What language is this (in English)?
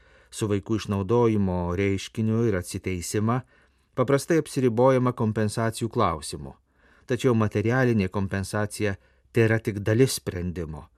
Lithuanian